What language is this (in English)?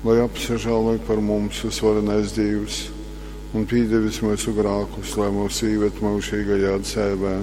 Latgalian